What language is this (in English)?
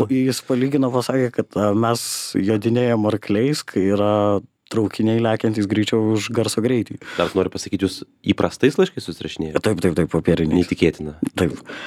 Lithuanian